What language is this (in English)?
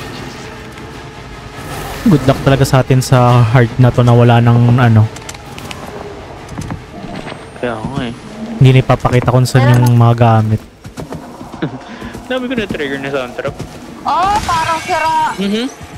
Filipino